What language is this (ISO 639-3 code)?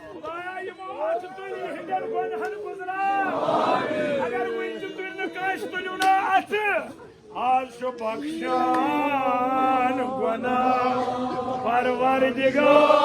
kas